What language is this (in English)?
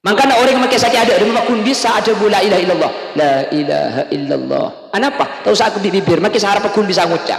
Madurese